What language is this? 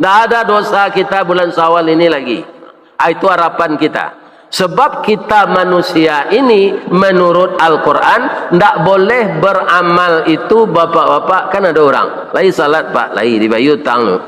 Minangkabau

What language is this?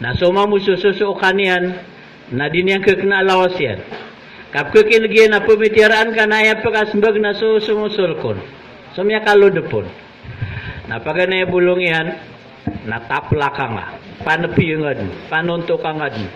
Maranao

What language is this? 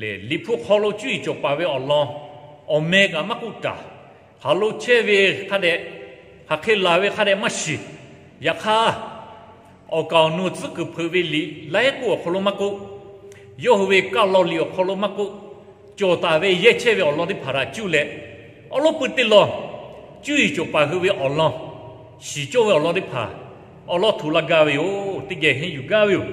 Lahu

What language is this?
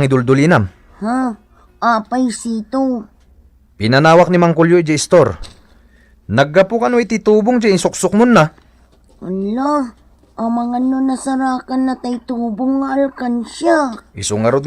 Iloko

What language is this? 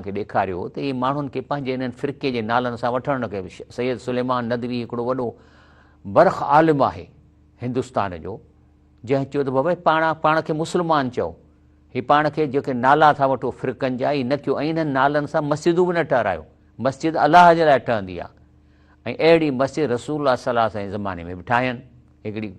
Sindhi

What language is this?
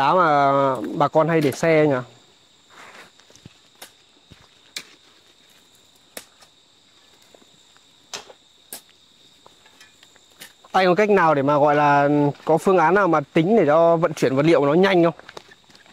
Vietnamese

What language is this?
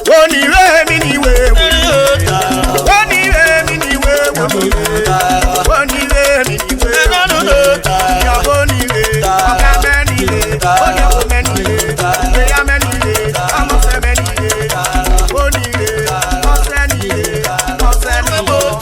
Urhobo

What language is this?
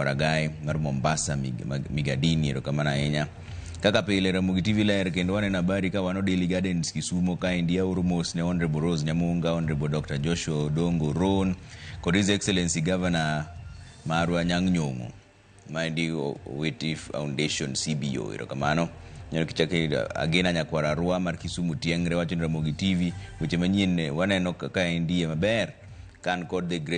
Luo (Kenya and Tanzania)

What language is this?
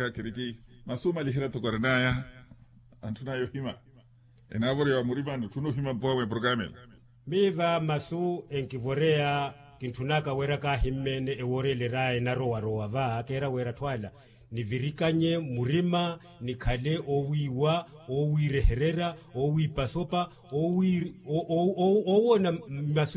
Makhuwa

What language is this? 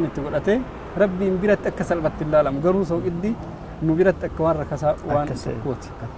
Oromo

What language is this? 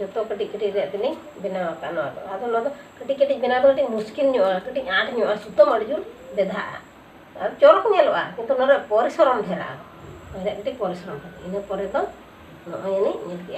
Santali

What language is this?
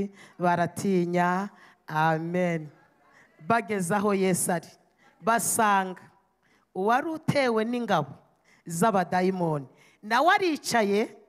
Kinyarwanda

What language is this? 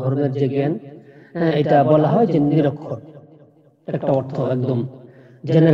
Bangla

